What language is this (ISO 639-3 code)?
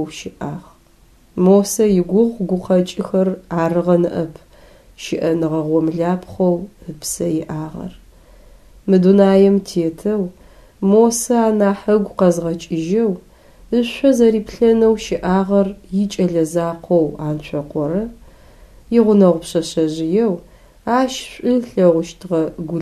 ady